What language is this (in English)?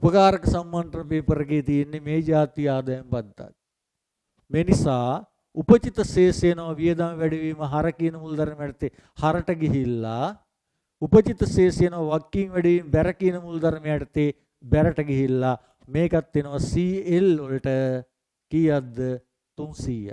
Sinhala